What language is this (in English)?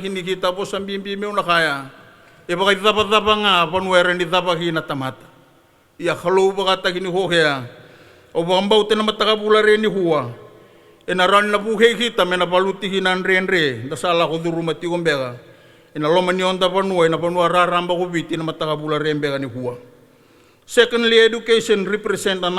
Fijian